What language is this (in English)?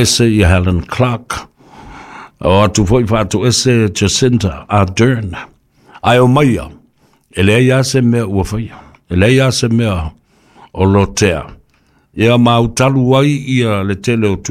Samoan